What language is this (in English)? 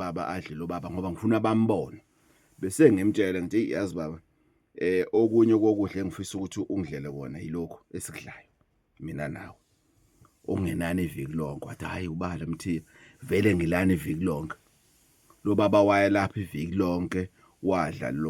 Zulu